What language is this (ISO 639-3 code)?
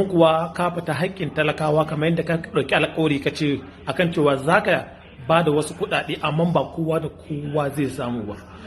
hau